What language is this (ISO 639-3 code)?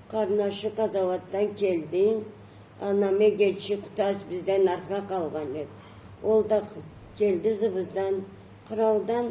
krc